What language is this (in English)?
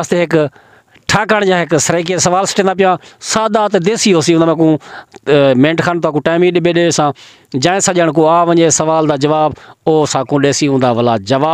Saraiki